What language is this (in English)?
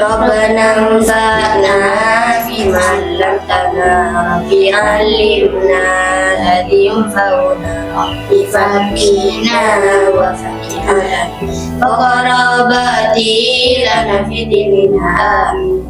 Madurese